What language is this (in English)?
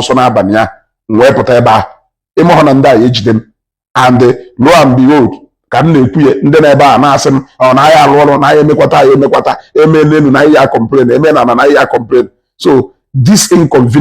Igbo